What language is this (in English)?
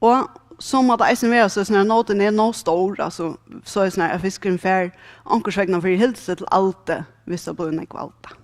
Faroese